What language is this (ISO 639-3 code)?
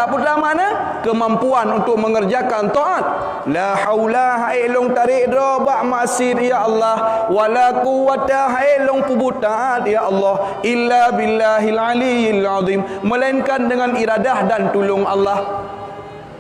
ace